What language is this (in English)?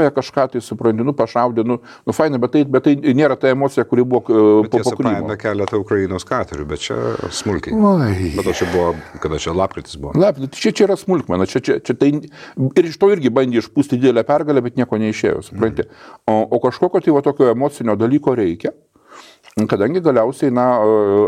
Lithuanian